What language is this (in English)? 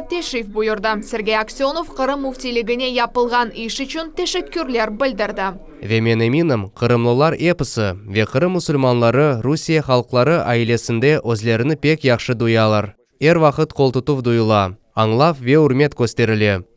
Crimean Tatar